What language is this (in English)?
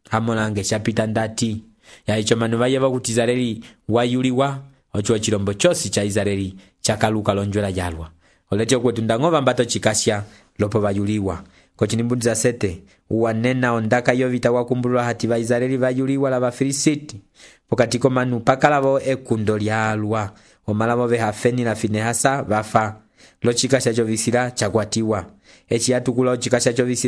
Umbundu